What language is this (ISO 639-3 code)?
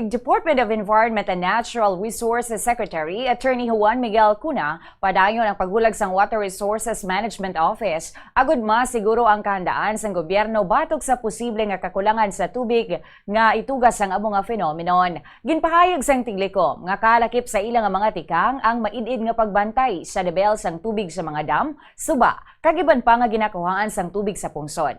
hil